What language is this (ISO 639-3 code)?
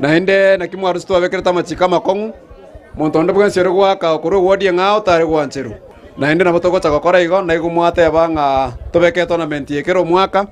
guz